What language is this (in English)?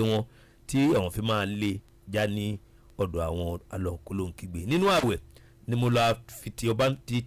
Yoruba